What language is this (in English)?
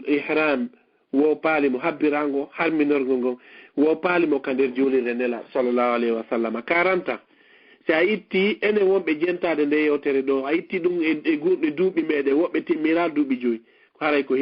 Fula